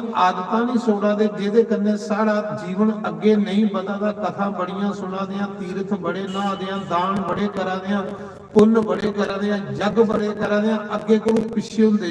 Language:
Dogri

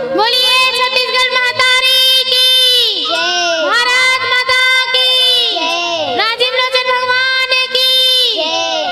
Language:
Chhattisgarhi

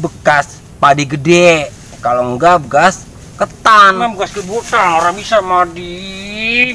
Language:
Betawi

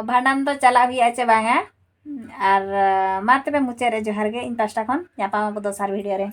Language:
Santali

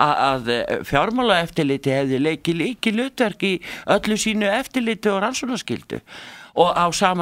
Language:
Icelandic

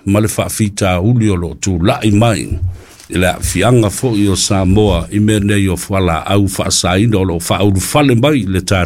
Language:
Samoan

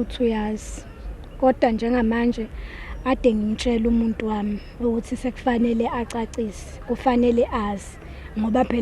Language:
Zulu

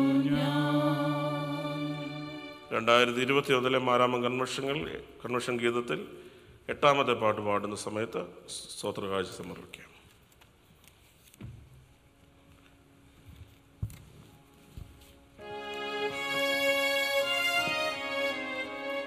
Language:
Malayalam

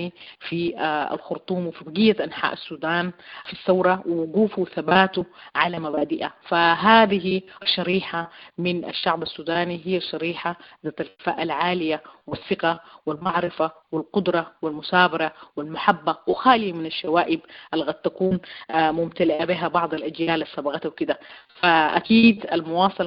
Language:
Sudanese Arabic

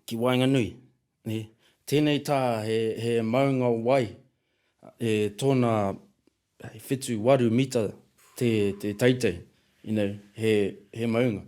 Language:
Māori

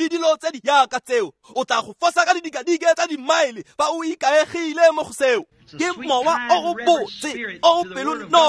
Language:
Tswana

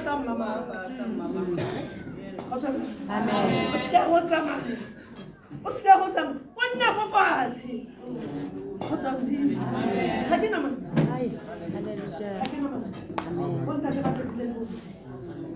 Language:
Tswana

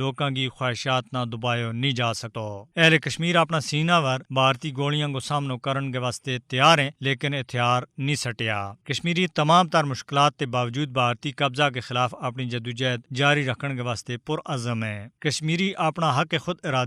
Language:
Gujari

